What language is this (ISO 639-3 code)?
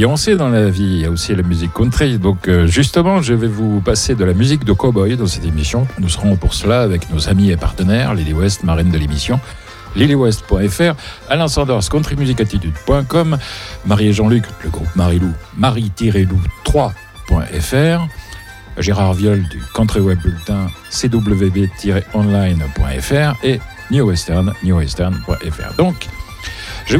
fra